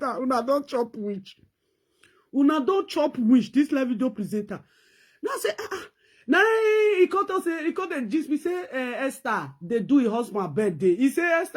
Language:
Nigerian Pidgin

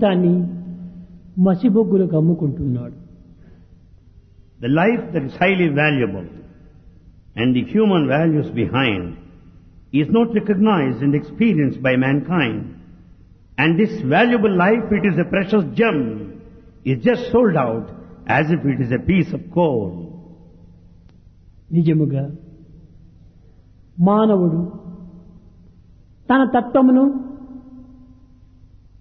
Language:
Telugu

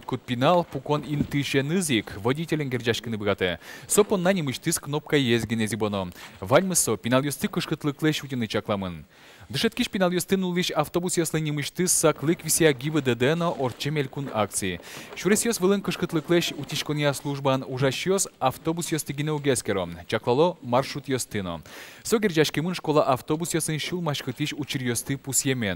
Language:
Udmurt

